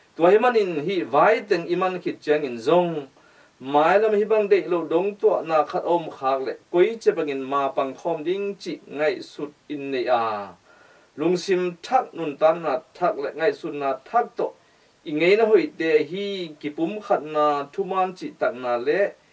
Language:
Tedim Chin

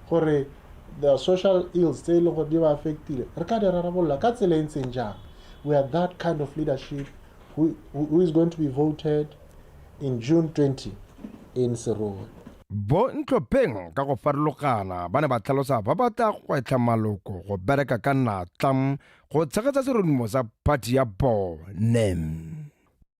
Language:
Tswana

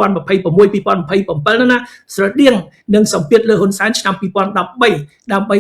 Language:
Khmer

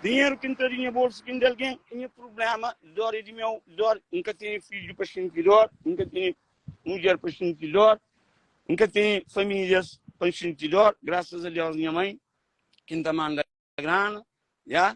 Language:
Kabuverdianu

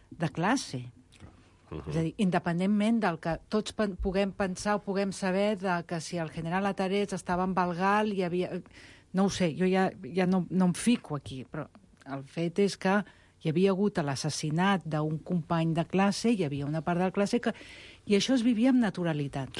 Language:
Catalan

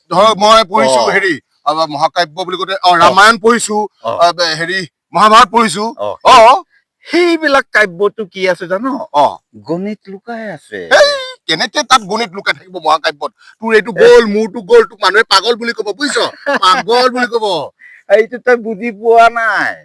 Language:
Assamese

